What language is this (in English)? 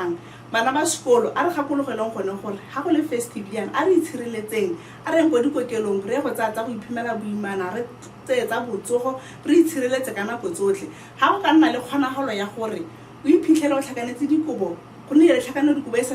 Tswana